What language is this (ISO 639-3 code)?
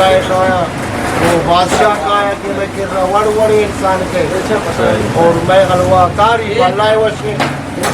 bgp